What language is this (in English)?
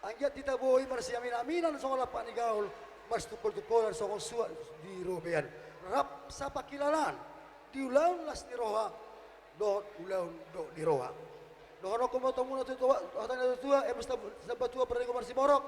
Batak Toba